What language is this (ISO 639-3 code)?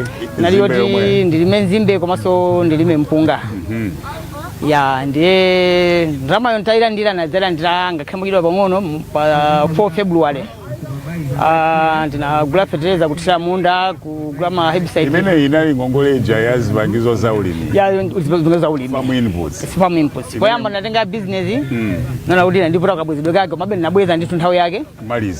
nya